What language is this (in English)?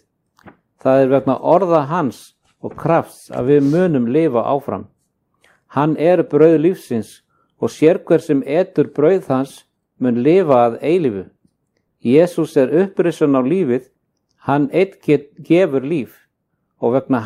Icelandic